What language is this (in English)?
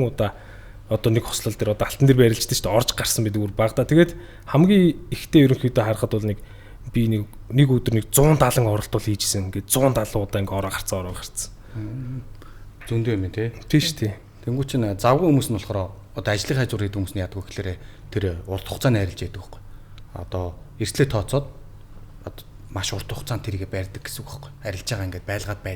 Mongolian